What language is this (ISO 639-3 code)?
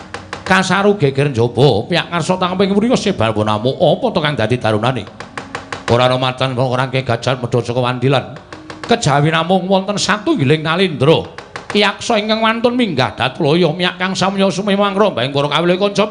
jav